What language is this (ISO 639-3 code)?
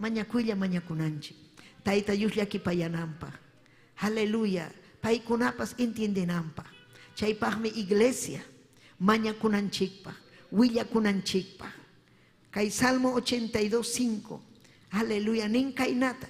quy